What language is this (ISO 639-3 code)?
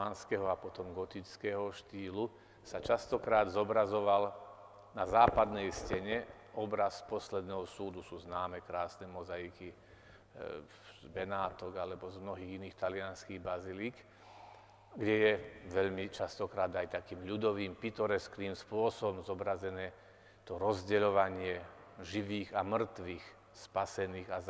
slk